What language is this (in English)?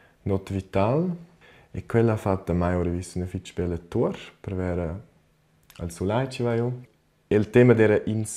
Romansh